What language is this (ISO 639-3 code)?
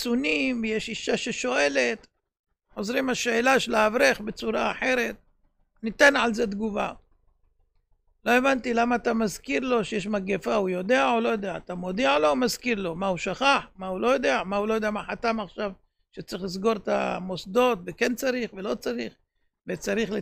heb